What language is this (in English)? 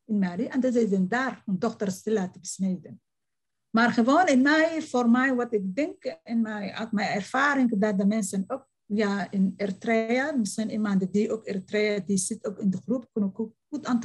Dutch